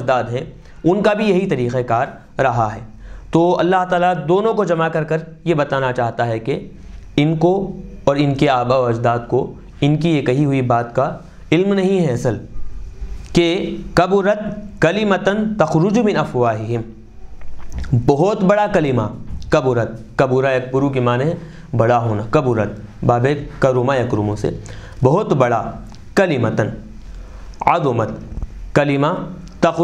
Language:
Urdu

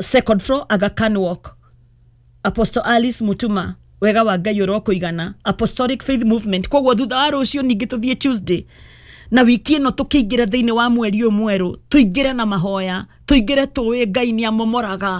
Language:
Kikuyu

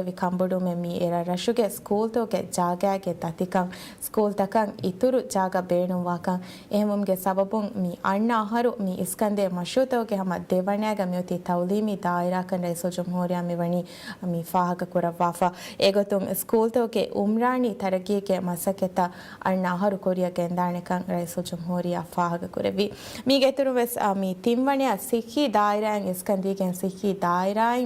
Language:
Divehi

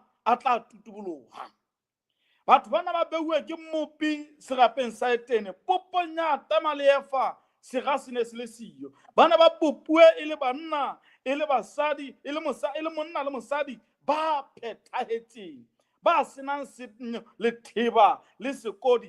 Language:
Southern Sotho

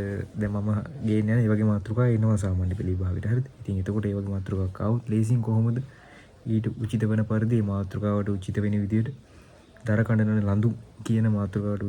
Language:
Sinhala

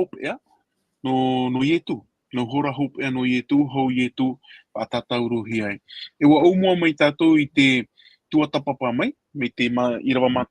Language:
Tahitian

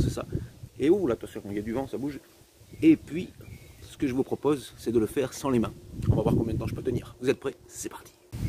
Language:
French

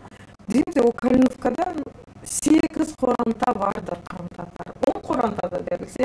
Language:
Crimean Tatar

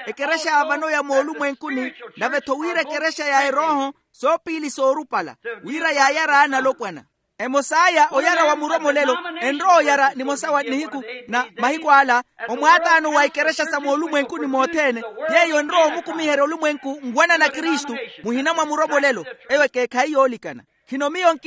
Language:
Makhuwa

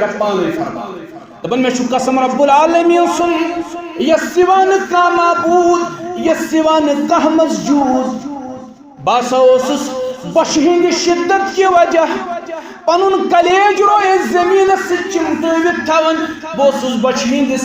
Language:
Kashmiri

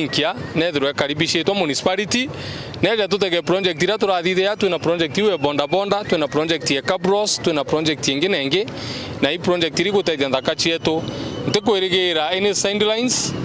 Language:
Meru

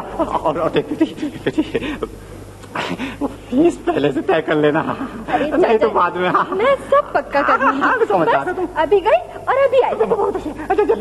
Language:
Hindi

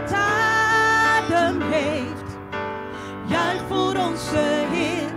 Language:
Dutch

